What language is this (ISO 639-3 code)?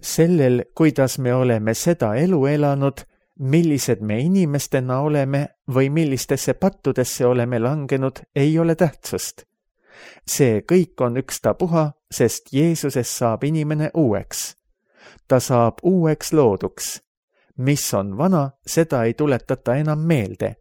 est